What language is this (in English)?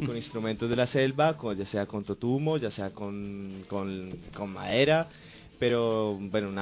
Spanish